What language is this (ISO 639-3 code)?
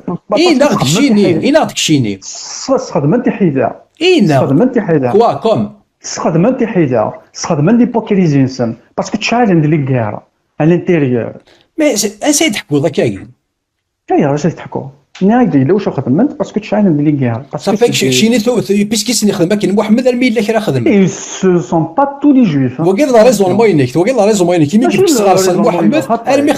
kab